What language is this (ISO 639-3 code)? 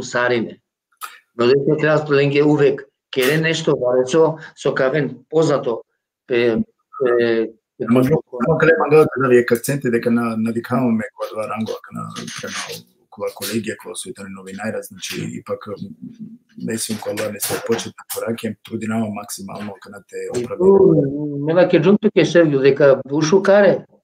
rmn